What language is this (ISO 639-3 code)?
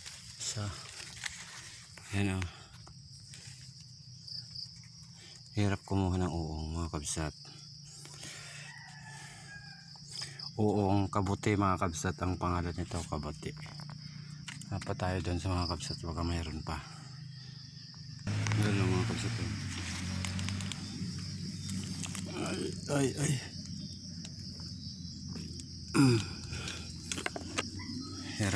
fil